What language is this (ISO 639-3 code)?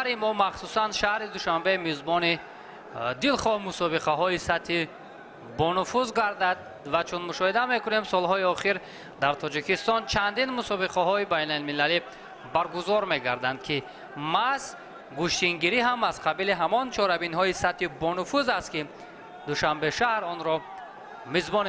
tgk